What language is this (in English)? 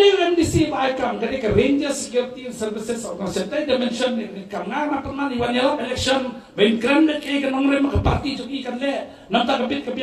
Khasi